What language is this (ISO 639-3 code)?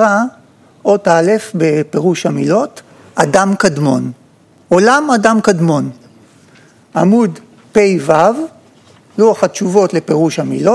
heb